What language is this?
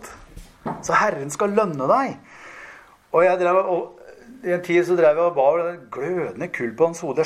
Norwegian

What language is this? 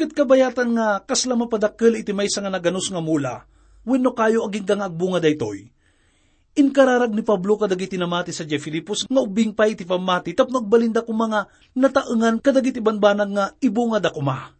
Iloko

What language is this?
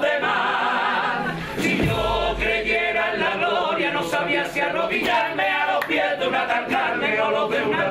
Spanish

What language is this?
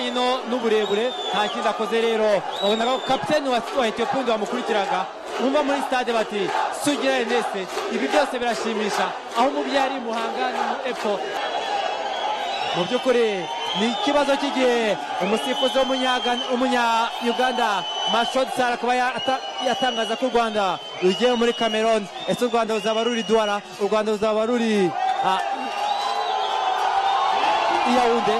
Kinyarwanda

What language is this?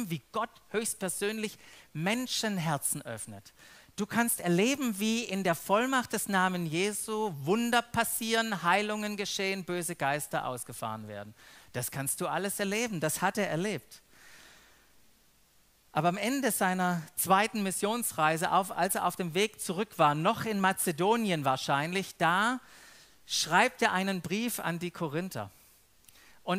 German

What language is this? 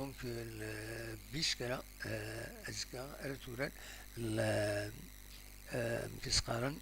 Kabyle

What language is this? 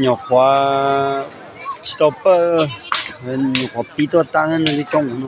Hmong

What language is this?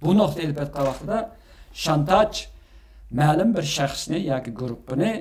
Uyghur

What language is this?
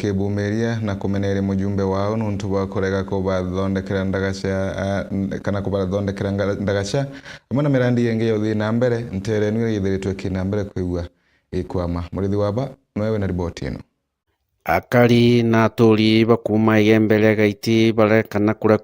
Meru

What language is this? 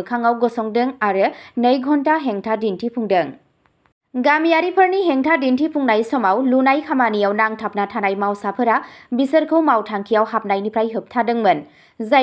Bodo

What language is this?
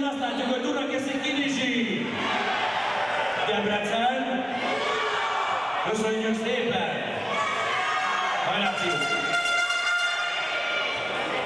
Hungarian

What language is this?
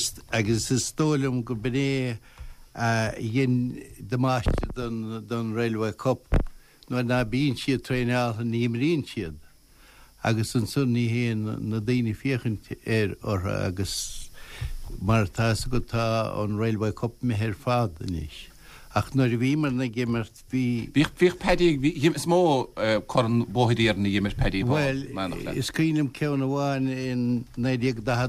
Irish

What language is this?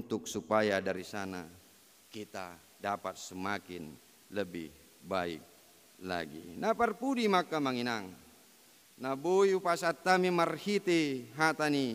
Batak Toba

